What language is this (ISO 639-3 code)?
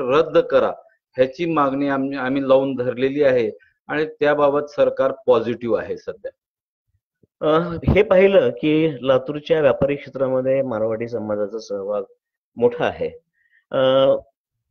mar